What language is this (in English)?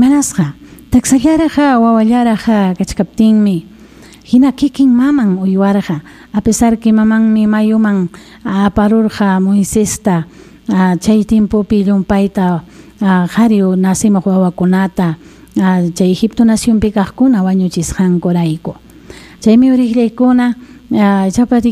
Ayacucho Quechua